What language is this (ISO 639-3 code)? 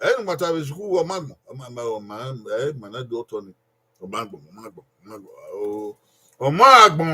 bin